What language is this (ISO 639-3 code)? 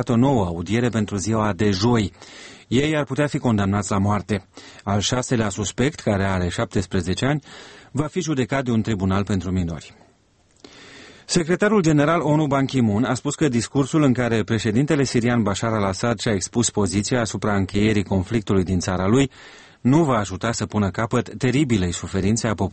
ron